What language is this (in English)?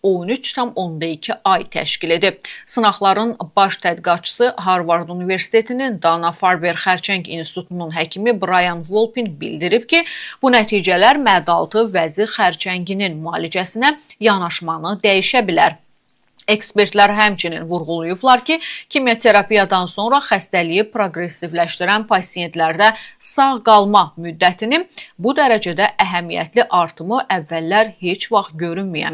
Azerbaijani